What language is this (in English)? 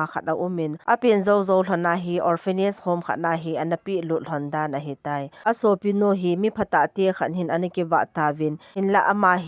Thado Chin